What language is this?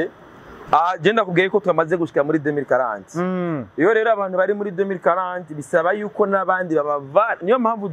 Rundi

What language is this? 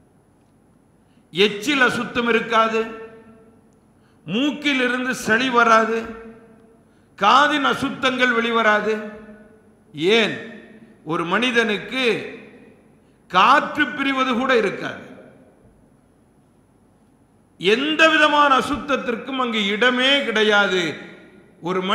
Tamil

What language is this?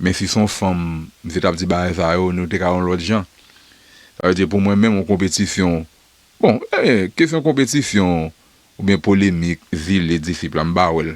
Haitian Creole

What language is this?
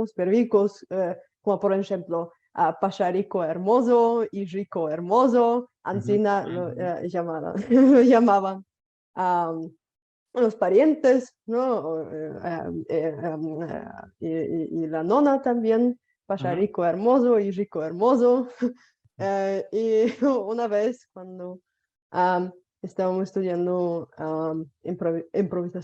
Ladino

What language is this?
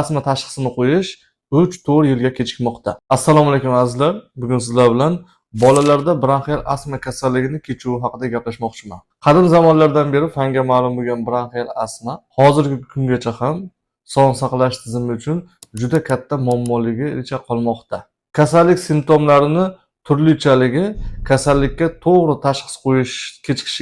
Uzbek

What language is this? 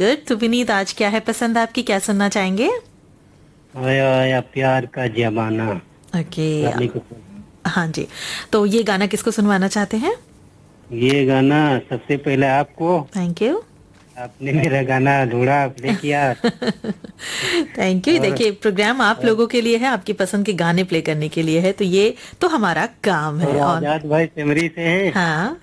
Hindi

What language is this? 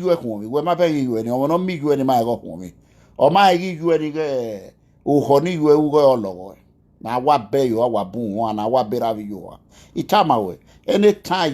Nigerian Pidgin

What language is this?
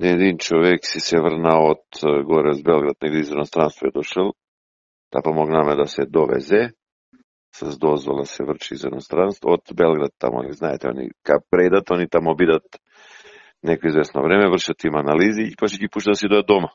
Macedonian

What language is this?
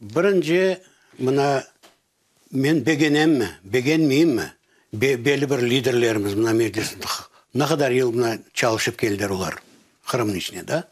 Crimean Tatar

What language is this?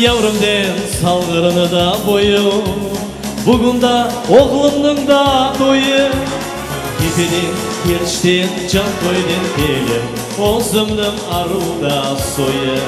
Crimean Tatar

